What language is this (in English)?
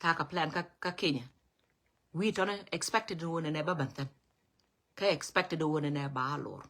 Nuer